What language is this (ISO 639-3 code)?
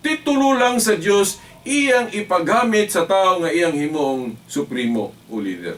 ceb